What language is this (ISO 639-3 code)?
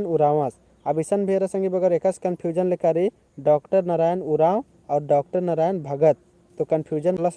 kru